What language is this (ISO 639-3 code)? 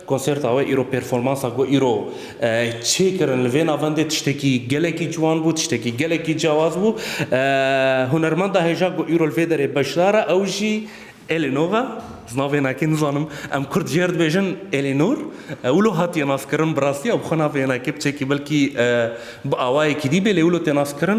kur